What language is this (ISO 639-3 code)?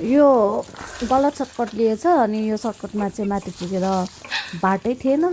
nep